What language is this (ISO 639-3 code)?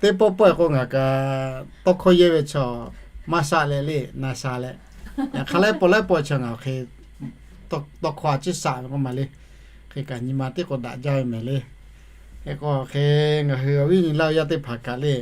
lhu